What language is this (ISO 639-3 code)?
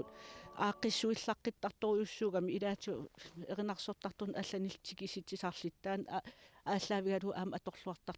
kal